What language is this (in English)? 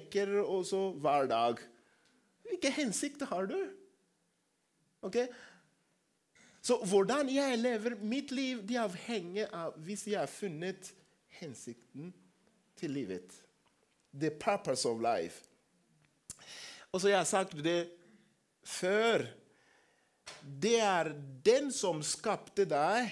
Norwegian